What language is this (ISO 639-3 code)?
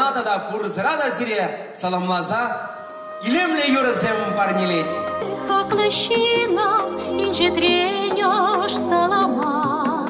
chv